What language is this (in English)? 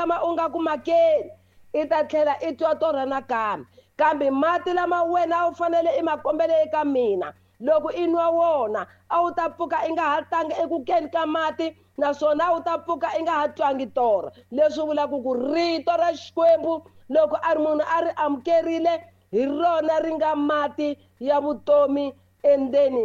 Tsonga